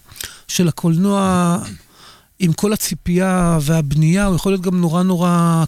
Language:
Hebrew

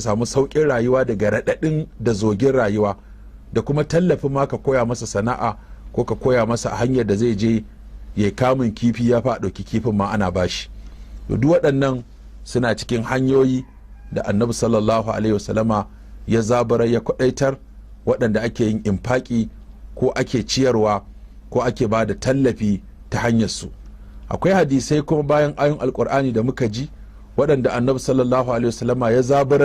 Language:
Hausa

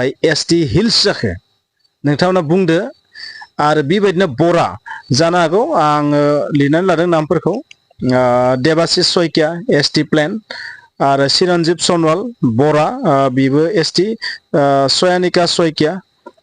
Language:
Bodo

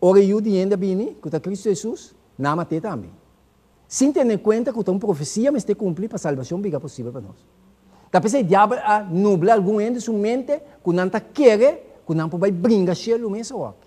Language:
Papiamento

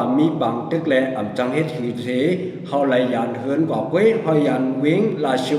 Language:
Shan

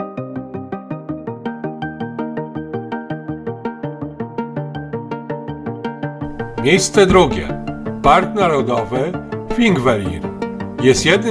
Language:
Polish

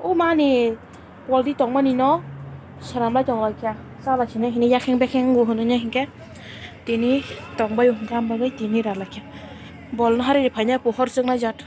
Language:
Kok Borok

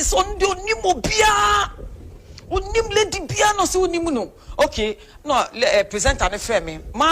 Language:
Akan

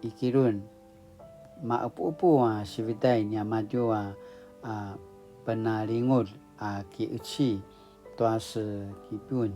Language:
Paiwan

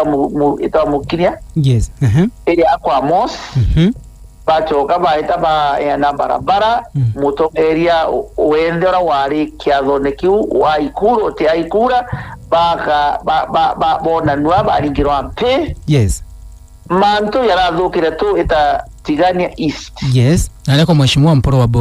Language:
Meru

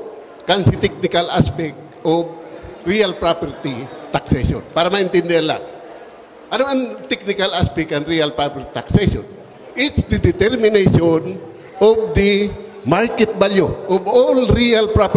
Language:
Bikol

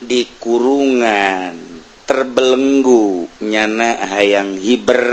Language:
Sundanese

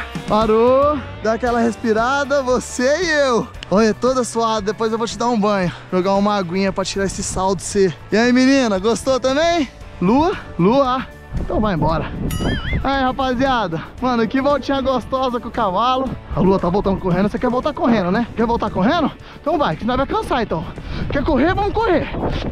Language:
Portuguese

